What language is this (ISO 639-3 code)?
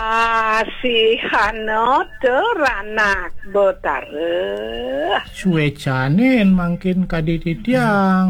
ban